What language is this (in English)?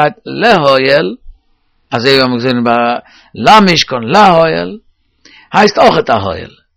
Yiddish